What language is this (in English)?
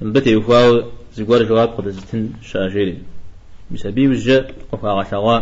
Kabardian